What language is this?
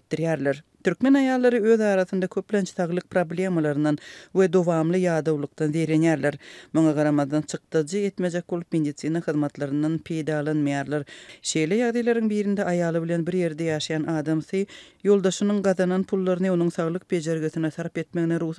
Turkmen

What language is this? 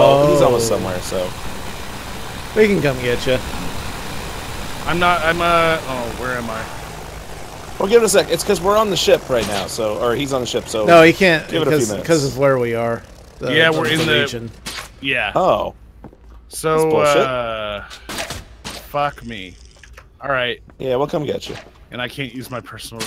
English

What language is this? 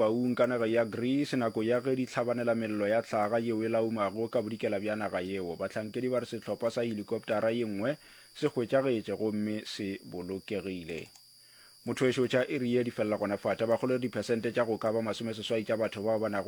Northern Sotho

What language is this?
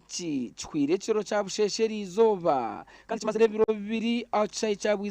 Nyankole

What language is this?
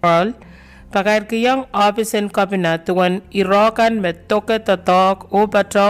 Pohnpeian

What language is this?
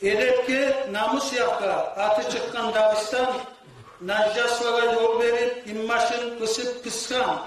Kumyk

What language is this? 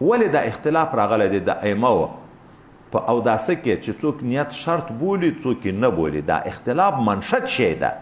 Pashto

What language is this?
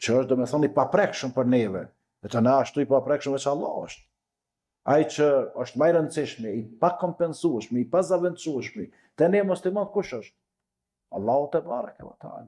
Albanian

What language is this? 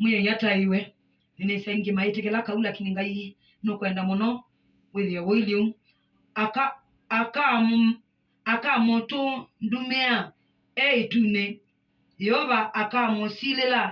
Kamba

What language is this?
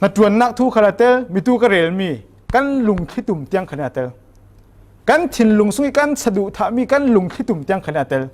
Falam Chin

